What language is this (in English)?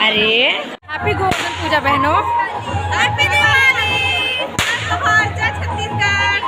Chhattisgarhi